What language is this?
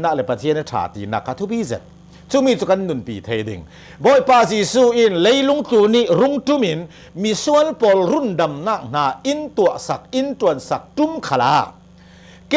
Hakha Chin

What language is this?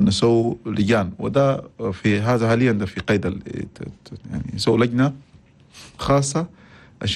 Chadian Arabic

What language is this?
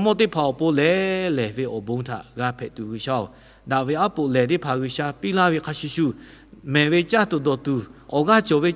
Lahu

